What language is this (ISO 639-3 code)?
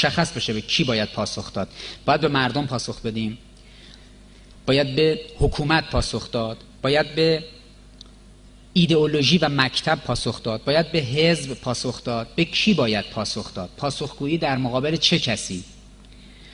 fas